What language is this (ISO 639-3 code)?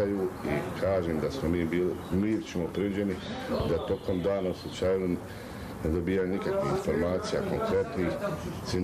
bos